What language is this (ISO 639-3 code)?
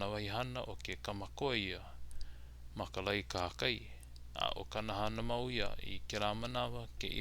haw